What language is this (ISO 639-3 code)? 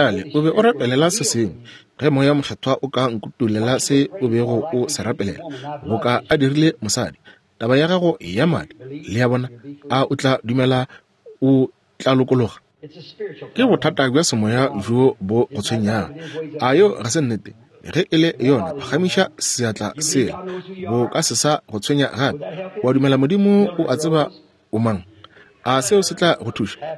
nso